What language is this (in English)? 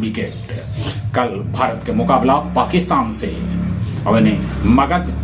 Magahi